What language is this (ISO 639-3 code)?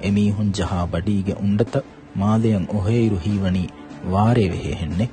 div